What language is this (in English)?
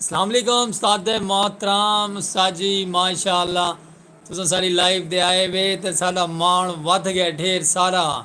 Saraiki